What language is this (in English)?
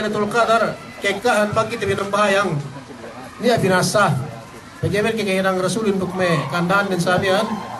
Yakan